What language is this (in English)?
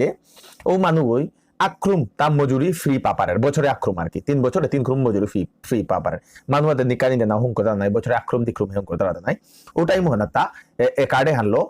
Bishnupriya